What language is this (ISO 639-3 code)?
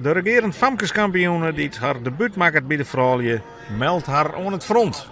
fry